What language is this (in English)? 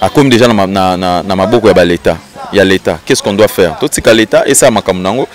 Lingala